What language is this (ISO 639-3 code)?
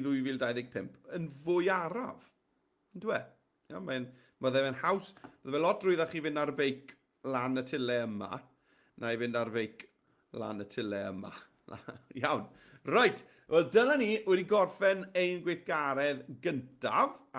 cym